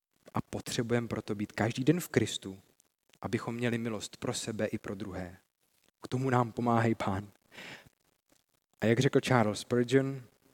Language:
Czech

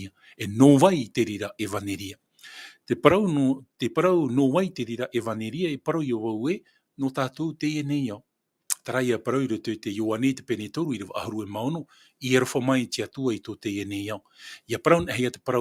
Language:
Tahitian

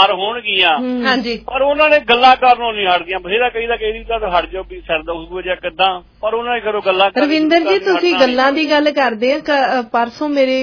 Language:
Punjabi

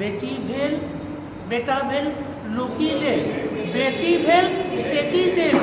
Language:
Angika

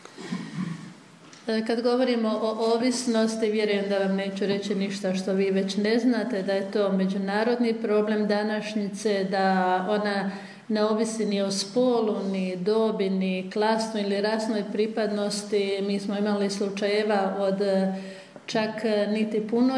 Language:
Croatian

